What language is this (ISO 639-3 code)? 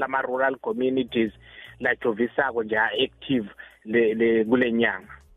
ssw